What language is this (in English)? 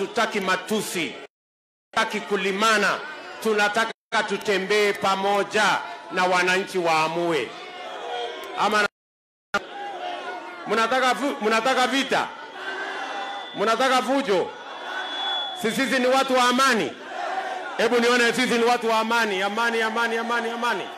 Swahili